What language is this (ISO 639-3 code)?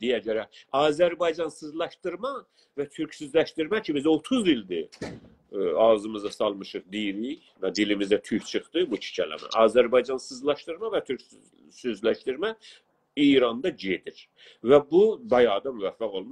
azb